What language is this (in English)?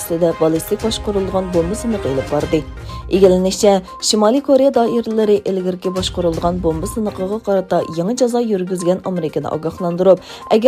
Uyghur